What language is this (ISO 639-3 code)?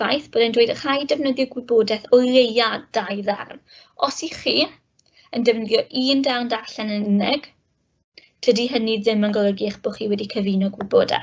cym